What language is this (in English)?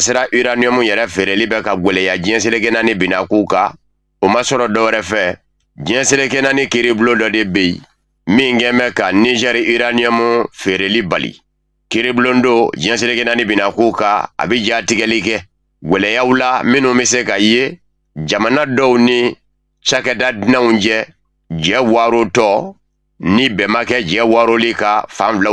Bambara